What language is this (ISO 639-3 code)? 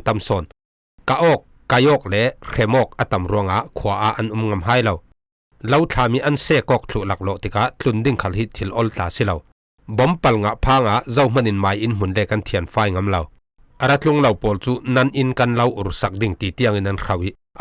cfm